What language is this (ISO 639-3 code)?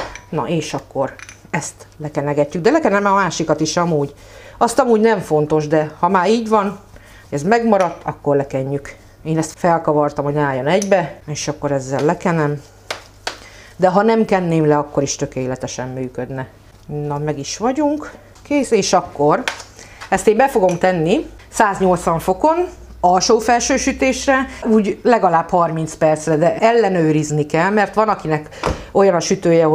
hun